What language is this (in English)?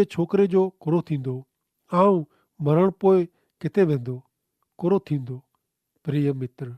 Kachhi